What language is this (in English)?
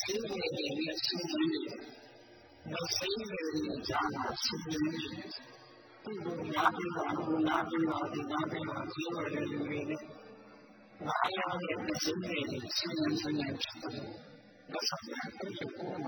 Burmese